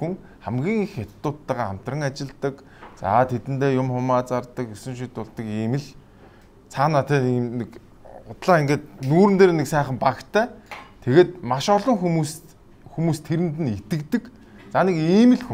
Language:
Mongolian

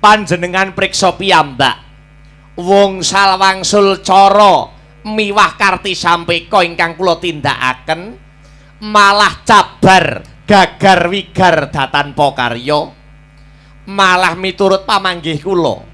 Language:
Javanese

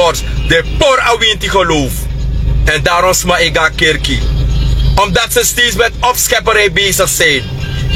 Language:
Sranan Tongo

